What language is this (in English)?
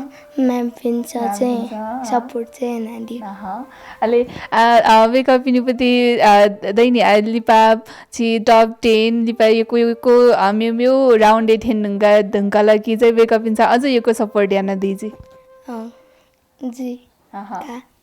Newari